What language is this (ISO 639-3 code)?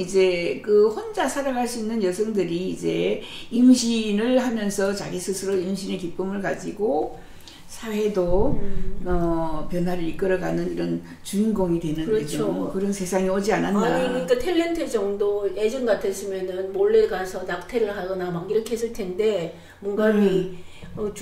kor